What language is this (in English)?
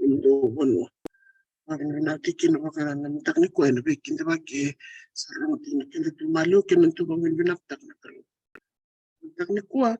Fijian